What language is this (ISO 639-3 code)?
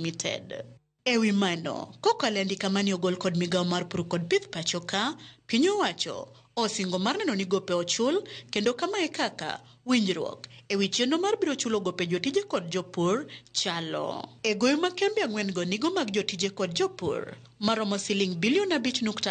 luo